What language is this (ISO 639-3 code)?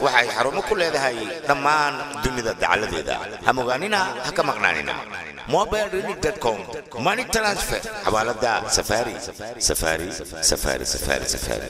som